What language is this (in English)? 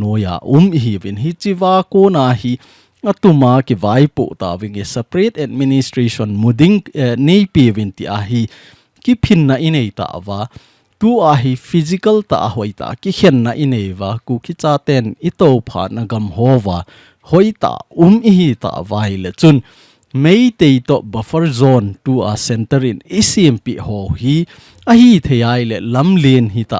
Thado Chin